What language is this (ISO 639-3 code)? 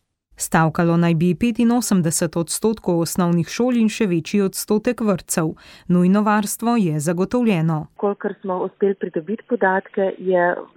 slv